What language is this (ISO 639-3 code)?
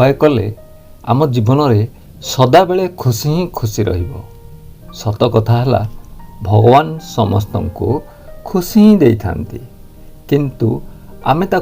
ori